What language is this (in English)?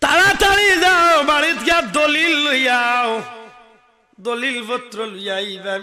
Sylheti